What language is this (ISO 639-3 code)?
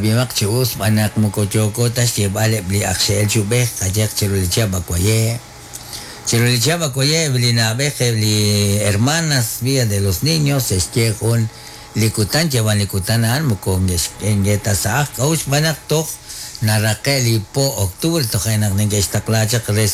kek